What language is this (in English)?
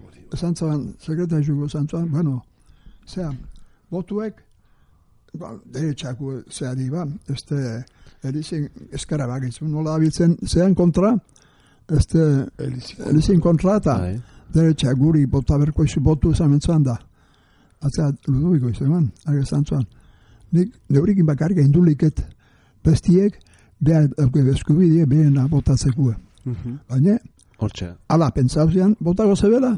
Basque